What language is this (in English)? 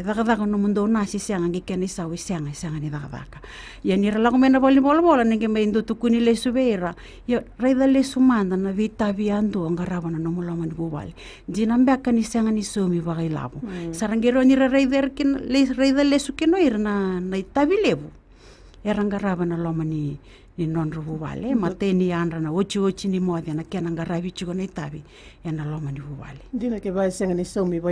Fijian